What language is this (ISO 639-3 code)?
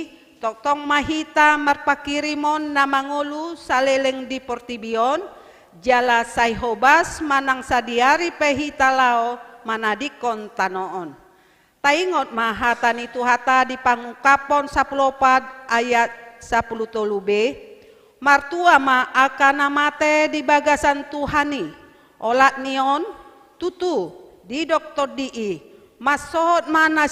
bbc